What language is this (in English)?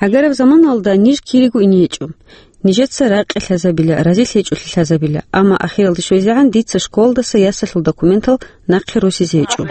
Avaric